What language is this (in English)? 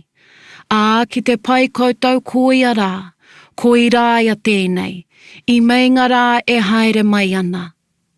Māori